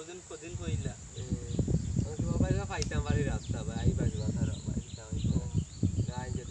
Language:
Sylheti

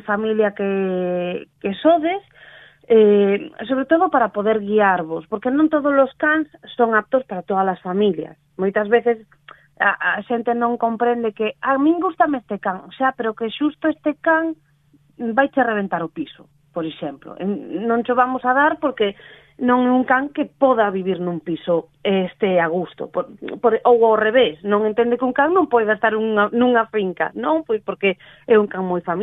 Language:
Galician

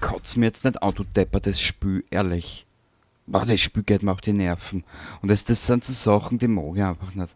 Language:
Bavarian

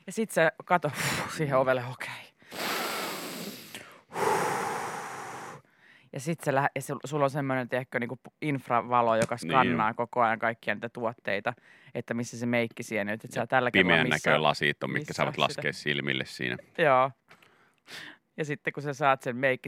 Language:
Finnish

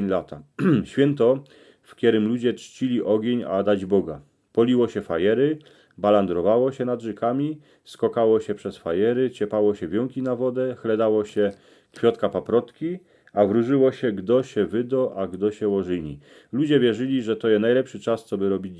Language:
Silesian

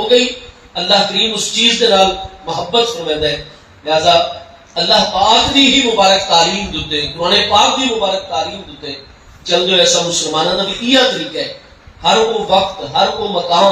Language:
Saraiki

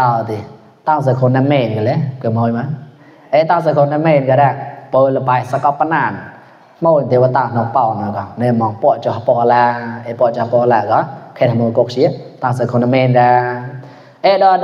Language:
Mon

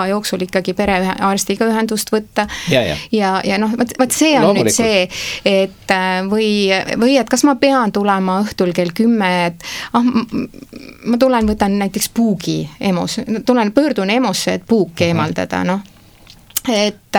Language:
Estonian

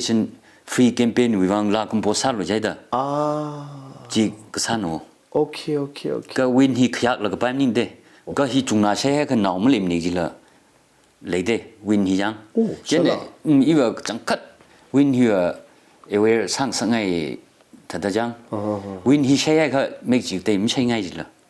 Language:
Tangkhul Naga (India)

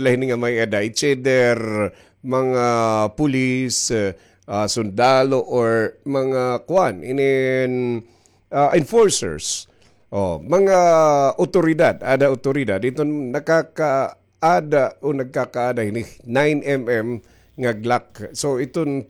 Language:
Waray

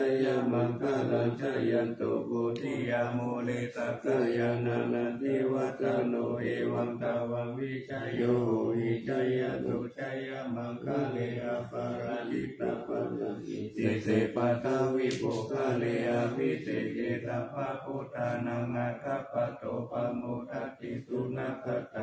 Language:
Pali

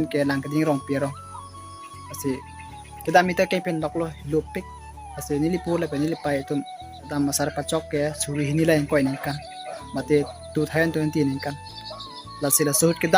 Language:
Karbi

